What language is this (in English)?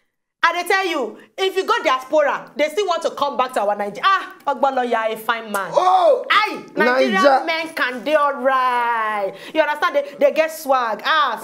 Nigerian Pidgin